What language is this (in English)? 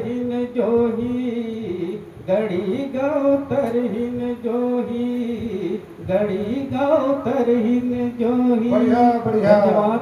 Chhattisgarhi